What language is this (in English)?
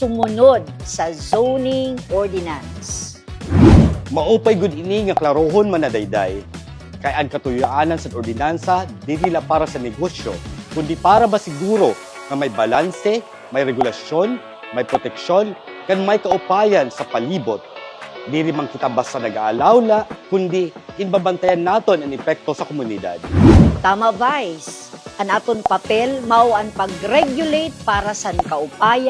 Waray